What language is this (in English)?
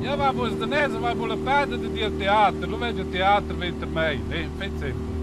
Romansh